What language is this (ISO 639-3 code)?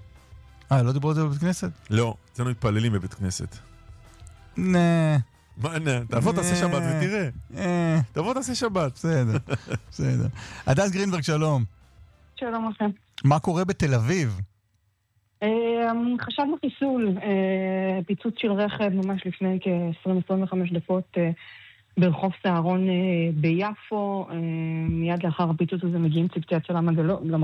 heb